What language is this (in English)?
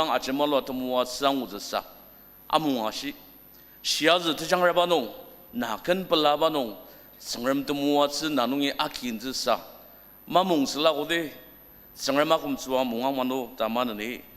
Ao Naga